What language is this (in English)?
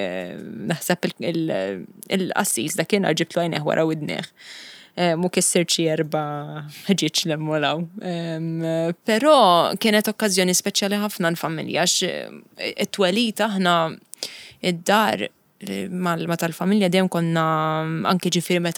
Maltese